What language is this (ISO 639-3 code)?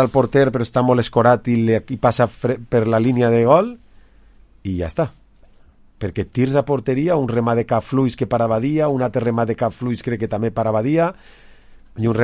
cat